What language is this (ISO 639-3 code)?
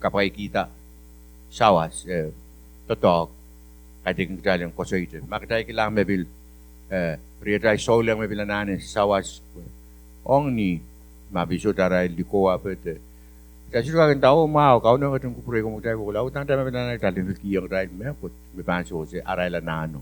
pon